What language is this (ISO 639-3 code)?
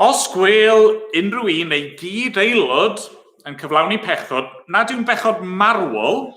cym